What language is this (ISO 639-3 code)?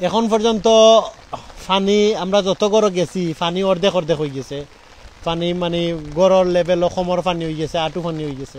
syl